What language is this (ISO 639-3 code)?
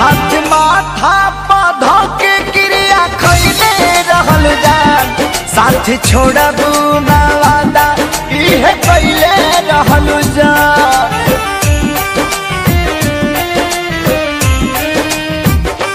bho